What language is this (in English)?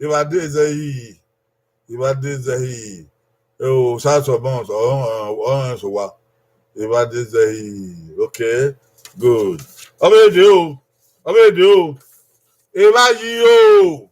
Bini